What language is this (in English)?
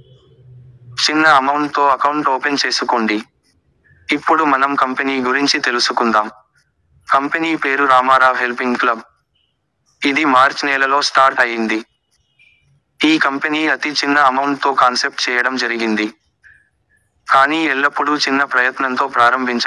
Telugu